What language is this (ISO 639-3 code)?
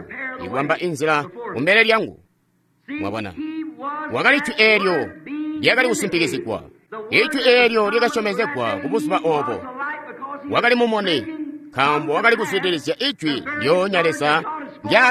toi